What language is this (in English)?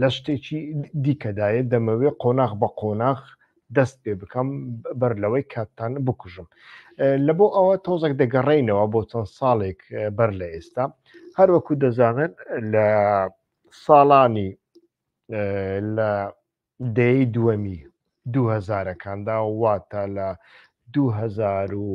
Central Kurdish